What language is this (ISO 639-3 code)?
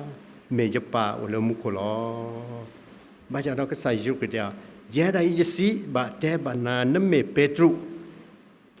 ksw